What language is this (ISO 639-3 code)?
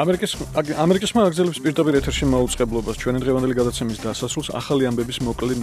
kat